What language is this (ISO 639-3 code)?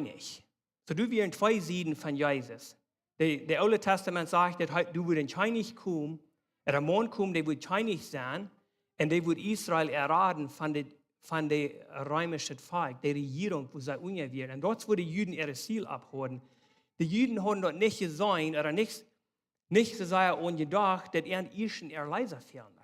pdt